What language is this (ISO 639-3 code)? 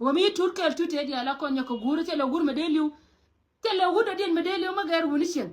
nus